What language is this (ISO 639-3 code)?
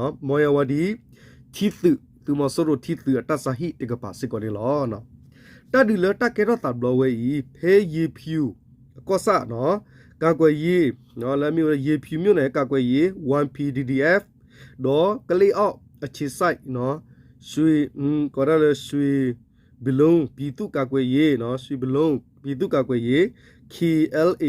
ksw